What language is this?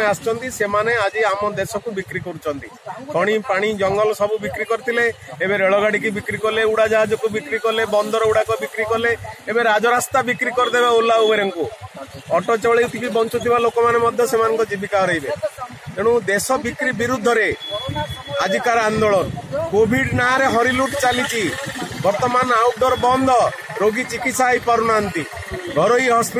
Odia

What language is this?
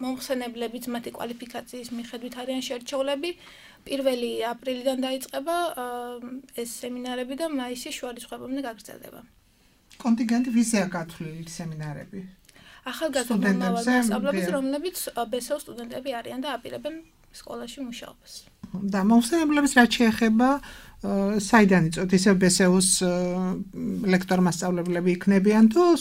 Georgian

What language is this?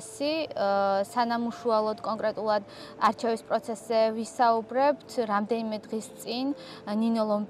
Georgian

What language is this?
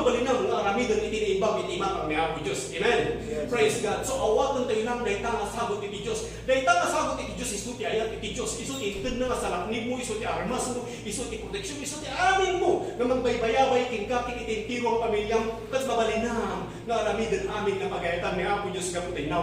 Iloko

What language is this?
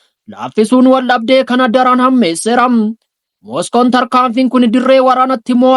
Oromo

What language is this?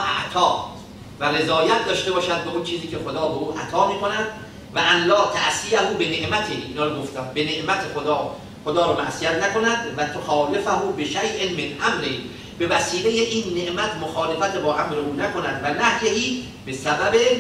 Persian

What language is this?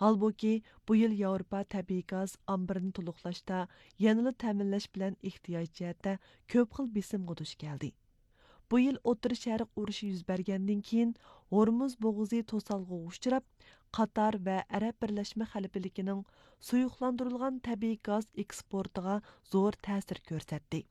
Uyghur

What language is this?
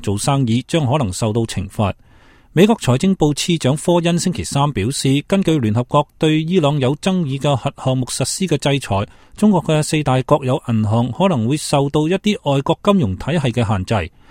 Cantonese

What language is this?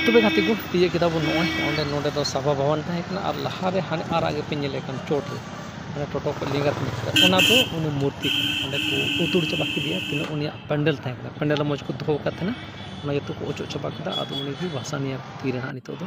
Santali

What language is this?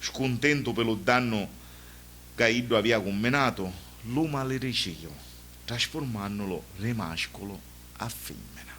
Sicilian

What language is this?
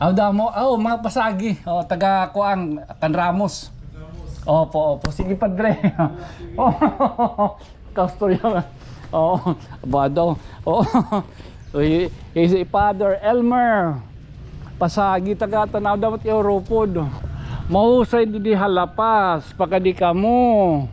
Waray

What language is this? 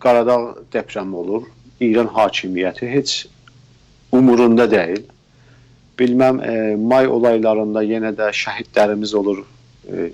South Azerbaijani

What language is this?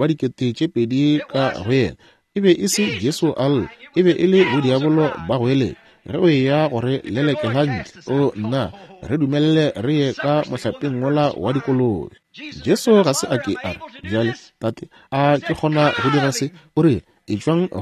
Northern Sotho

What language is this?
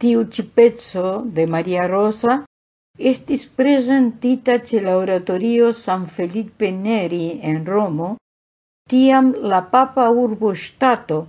Esperanto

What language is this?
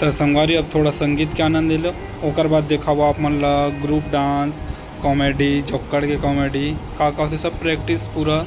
Chhattisgarhi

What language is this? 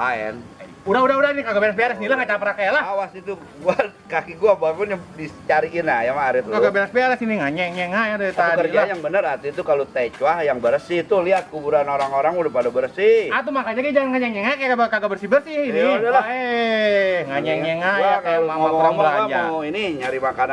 Betawi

